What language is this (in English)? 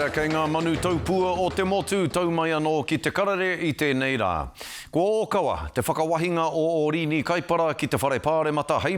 Māori